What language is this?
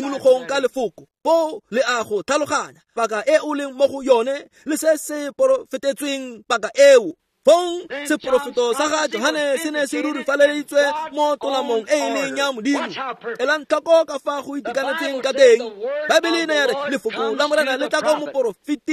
Tswana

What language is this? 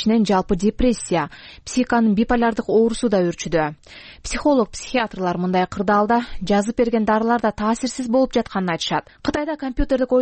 Kyrgyz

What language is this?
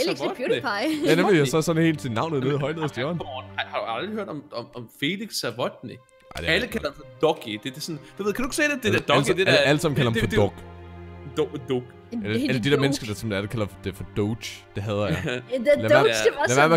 Danish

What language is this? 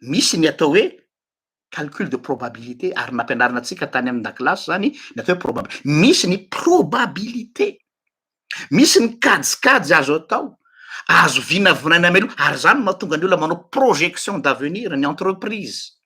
Malagasy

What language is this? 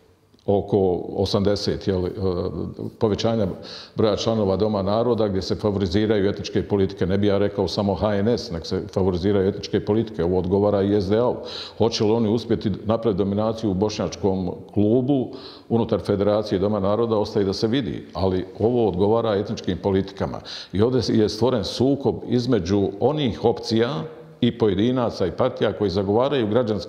Bosnian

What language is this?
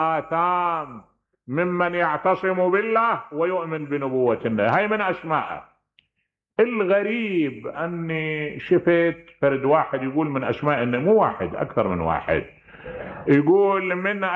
Mesopotamian Arabic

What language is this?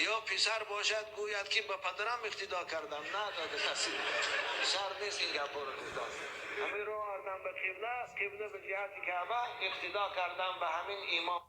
Tajik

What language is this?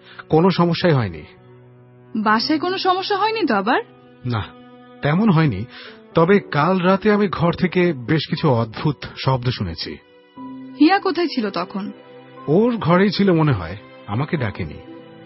Bangla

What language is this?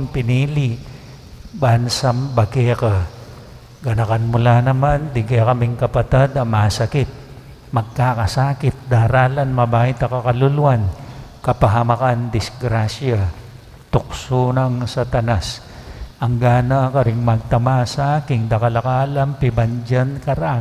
Pampanga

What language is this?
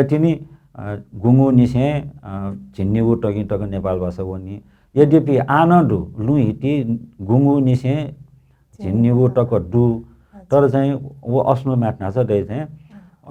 Newari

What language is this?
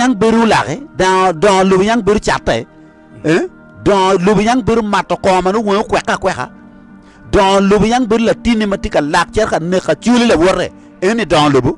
Acoli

